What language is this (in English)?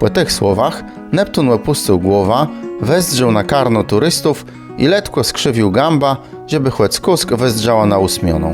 Kashubian